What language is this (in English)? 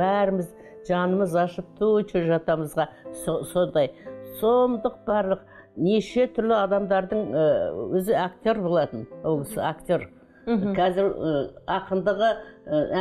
Kazakh